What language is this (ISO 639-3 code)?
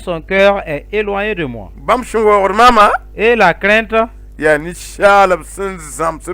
mos